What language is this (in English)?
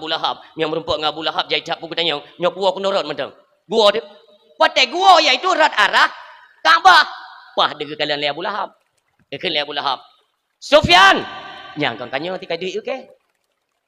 Achinese